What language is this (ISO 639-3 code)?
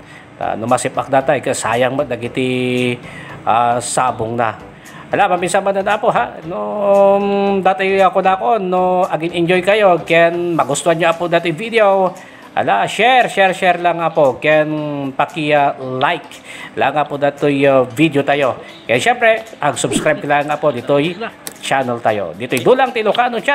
ilo